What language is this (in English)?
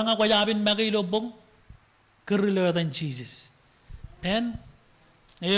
Marshallese